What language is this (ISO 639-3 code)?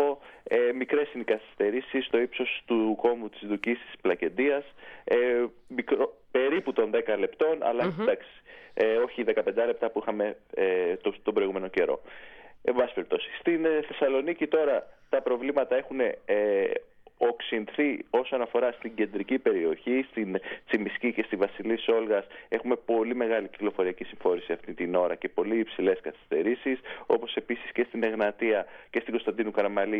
ell